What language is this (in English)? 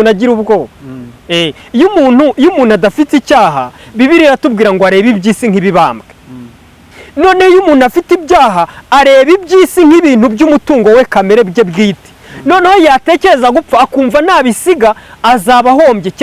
Kinyarwanda